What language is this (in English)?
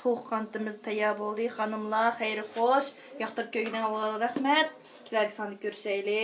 Uyghur